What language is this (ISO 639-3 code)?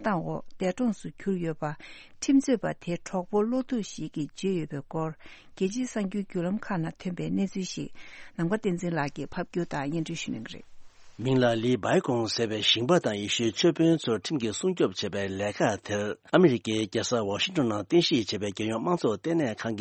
bod